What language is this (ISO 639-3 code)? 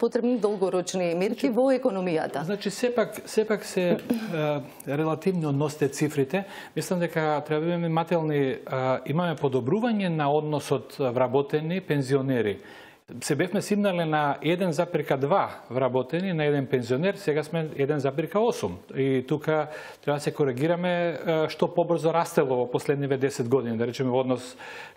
mkd